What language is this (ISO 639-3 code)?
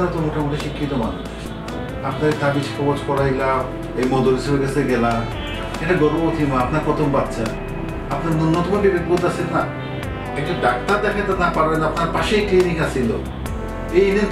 syl